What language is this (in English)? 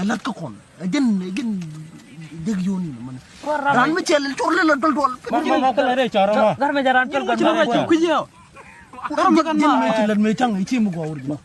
Nuer